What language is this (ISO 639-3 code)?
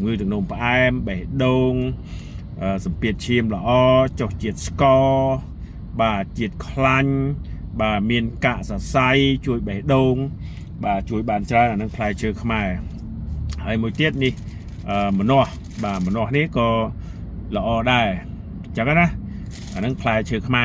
khm